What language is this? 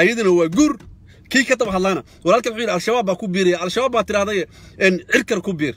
Somali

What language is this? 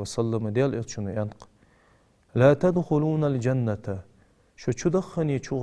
Ingush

